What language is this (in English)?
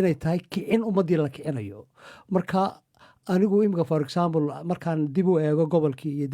Somali